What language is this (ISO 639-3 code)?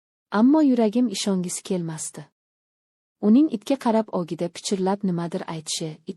uzb